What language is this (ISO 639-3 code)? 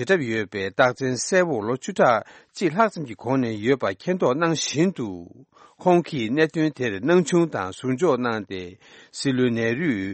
bod